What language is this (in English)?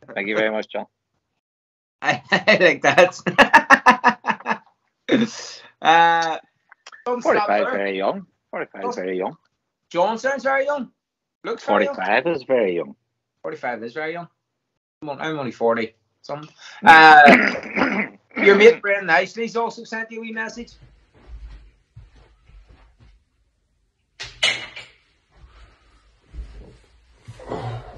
English